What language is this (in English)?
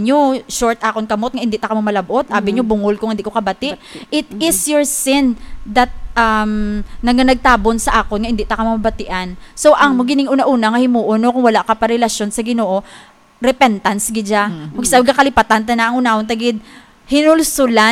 Hiligaynon